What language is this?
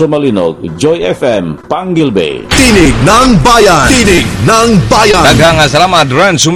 Cebuano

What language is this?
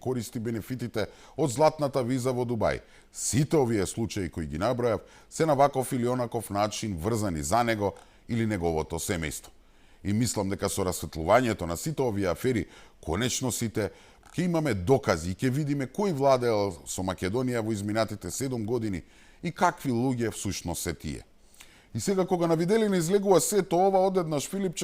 Macedonian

